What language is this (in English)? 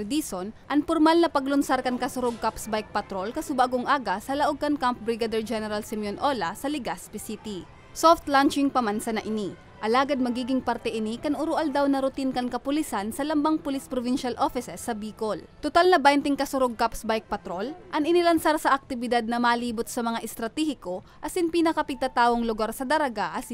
Bikol